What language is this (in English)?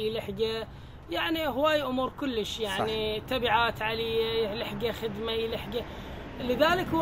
Mesopotamian Arabic